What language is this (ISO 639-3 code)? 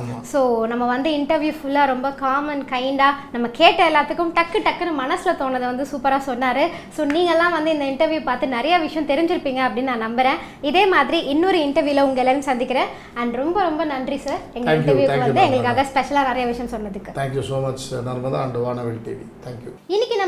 tam